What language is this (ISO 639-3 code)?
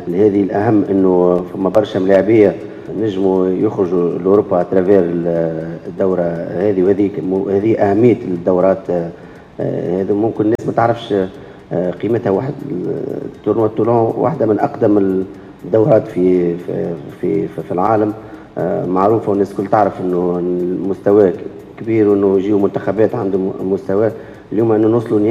aeb